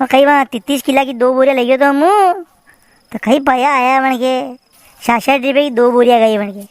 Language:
Rajasthani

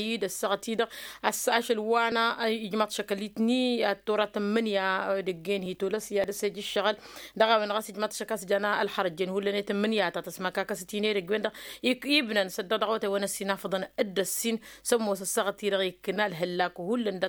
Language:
Tamasheq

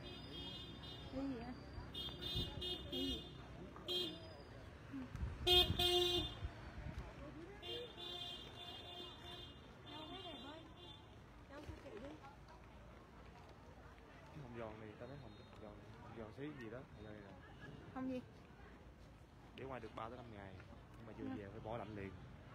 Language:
Vietnamese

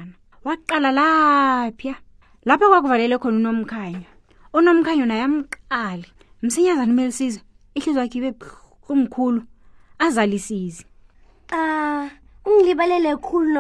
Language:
South Ndebele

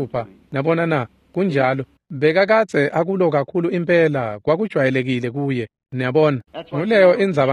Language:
Swati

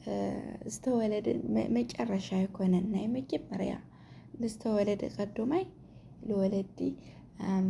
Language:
Tigrinya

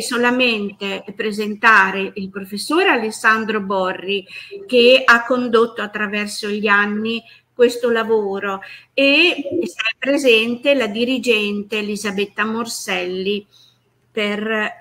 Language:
Italian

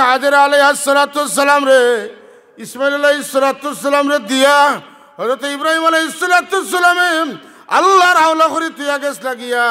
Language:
Sylheti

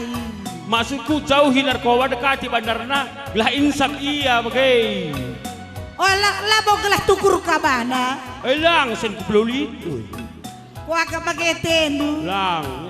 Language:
Batak Karo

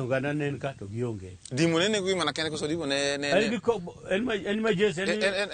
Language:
Luo (Kenya and Tanzania)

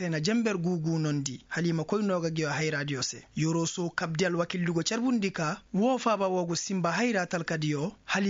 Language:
Koyraboro Senni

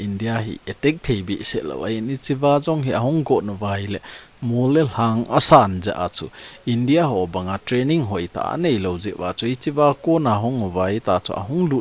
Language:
Thado Chin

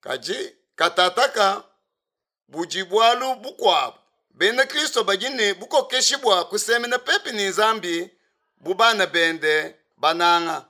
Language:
Luba-Lulua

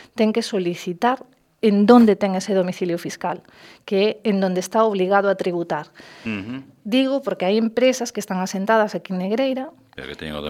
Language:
Galician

